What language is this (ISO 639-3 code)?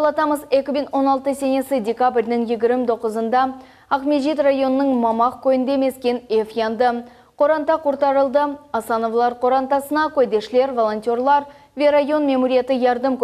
crh